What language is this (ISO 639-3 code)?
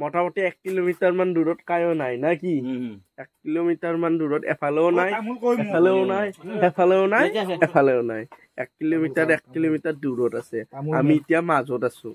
asm